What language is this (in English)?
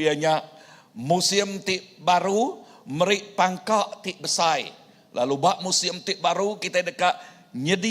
Iban